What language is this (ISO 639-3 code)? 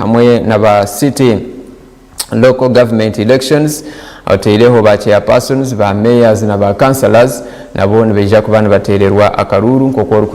nyn